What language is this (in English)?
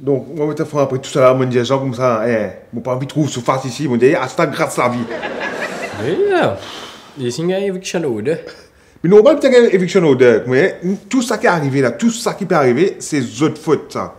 Morisyen